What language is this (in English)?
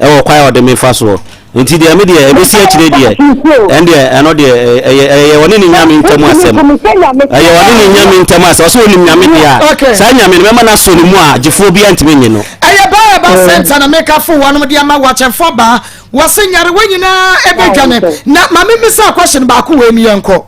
Akan